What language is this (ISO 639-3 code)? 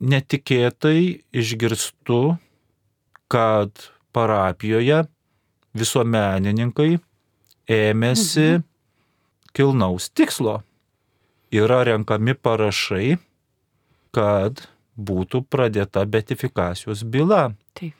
lit